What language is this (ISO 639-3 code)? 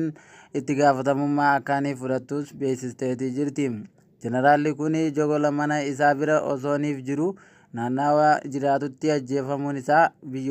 orm